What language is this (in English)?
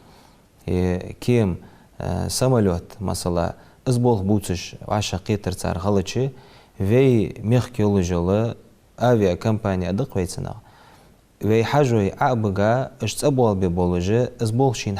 Ingush